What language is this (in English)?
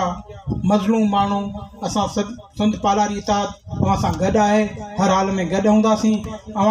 Sindhi